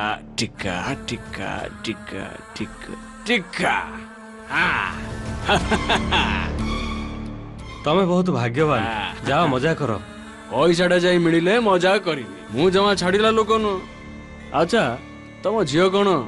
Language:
Odia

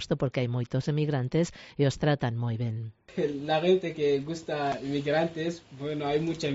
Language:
Galician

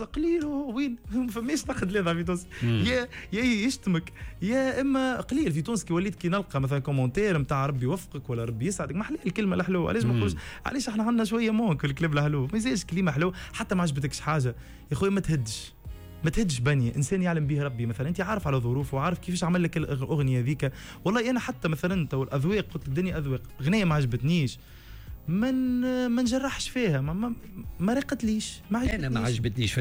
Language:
Tunisian Arabic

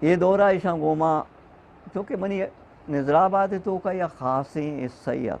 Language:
Eastern Balochi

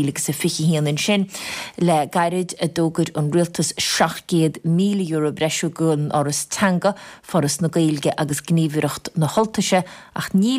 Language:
Irish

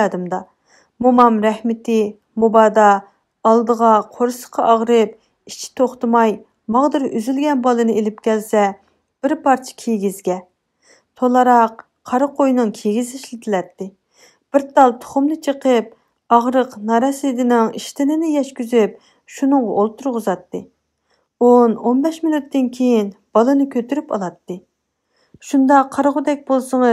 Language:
Uyghur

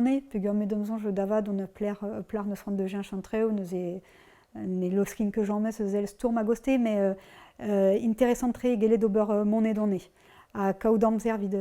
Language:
Breton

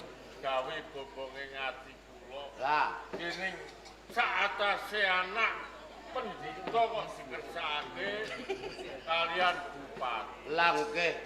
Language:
Javanese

